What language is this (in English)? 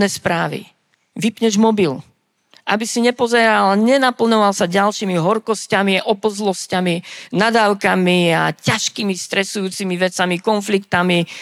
Slovak